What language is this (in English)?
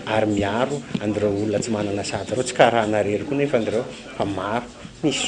Malagasy